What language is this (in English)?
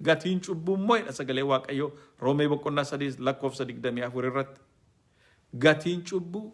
Oromo